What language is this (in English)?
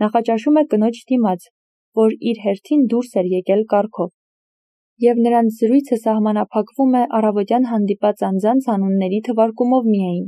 Armenian